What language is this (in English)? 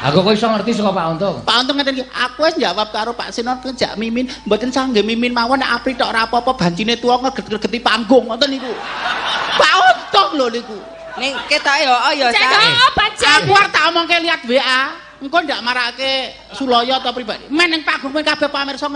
Javanese